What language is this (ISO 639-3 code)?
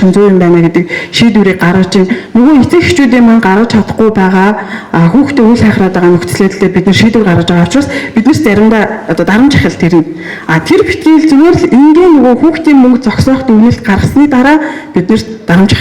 mon